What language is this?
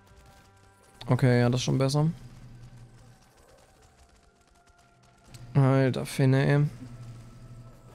German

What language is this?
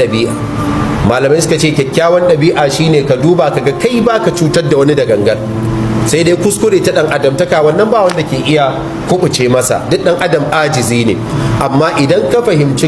Hausa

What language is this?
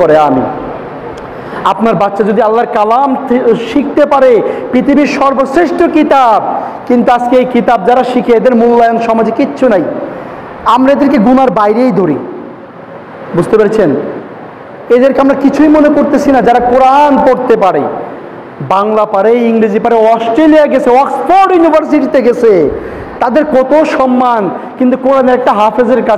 Bangla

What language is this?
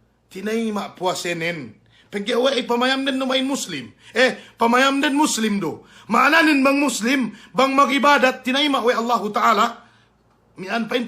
Yakan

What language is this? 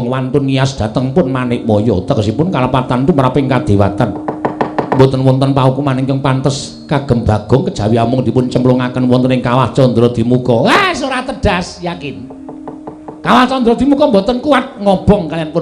Javanese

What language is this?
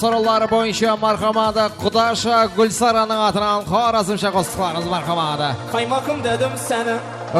Kara-Kalpak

